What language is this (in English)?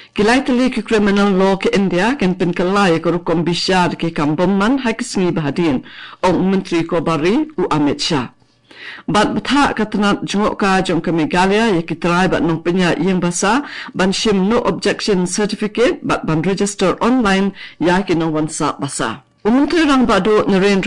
Khasi